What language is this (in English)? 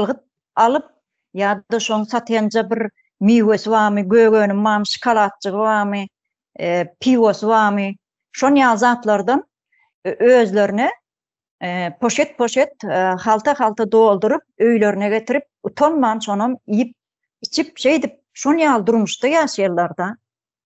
Turkmen